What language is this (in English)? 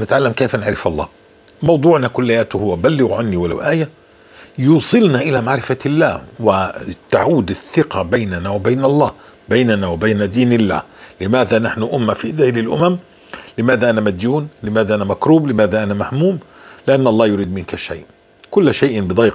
North Levantine Arabic